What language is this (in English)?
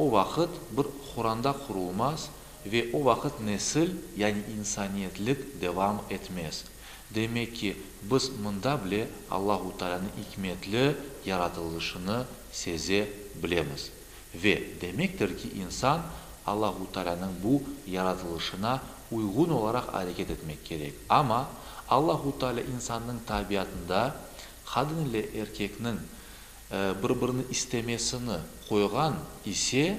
Crimean Tatar